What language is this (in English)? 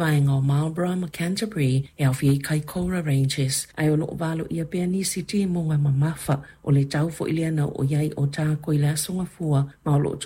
Samoan